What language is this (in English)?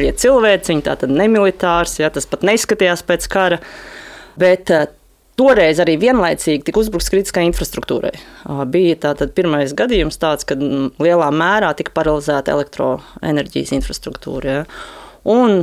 Latvian